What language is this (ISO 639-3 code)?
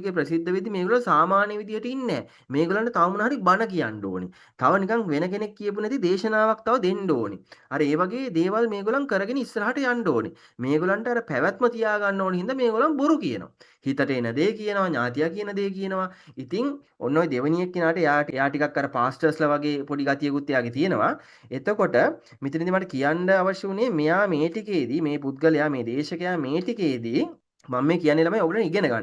sin